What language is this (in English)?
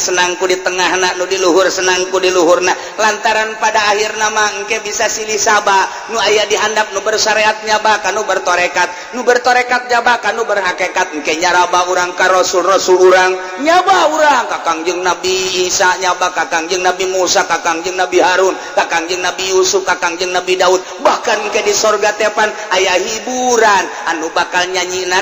Sundanese